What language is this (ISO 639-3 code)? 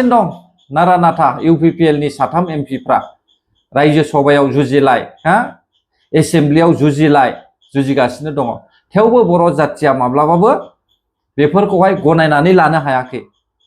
brx